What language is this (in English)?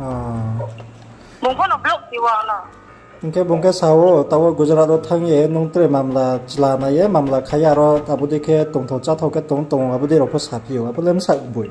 Riang (India)